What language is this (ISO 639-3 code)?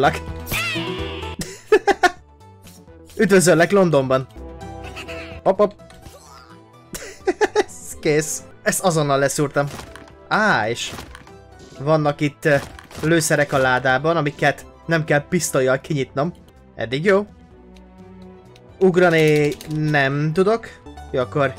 hun